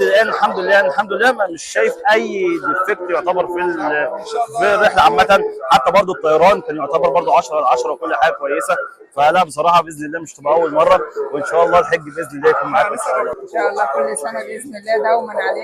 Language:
Egyptian Arabic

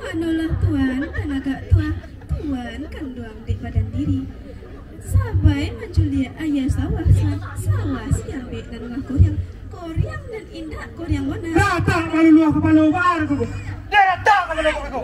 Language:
Minangkabau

